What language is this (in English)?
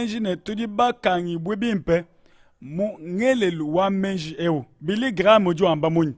Luba-Lulua